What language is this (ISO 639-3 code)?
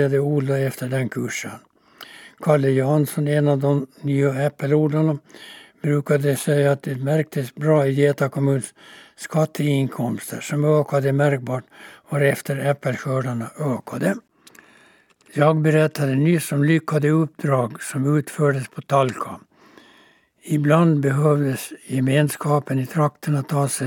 swe